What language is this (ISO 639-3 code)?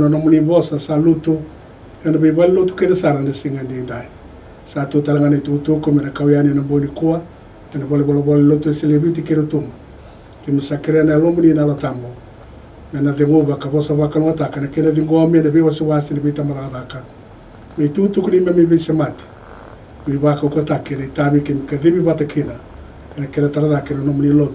fij